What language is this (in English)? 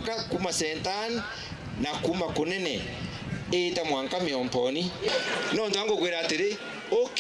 Meru